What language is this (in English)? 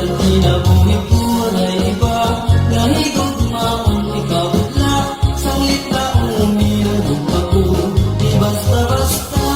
Waray